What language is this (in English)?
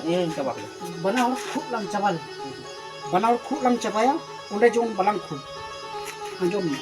Santali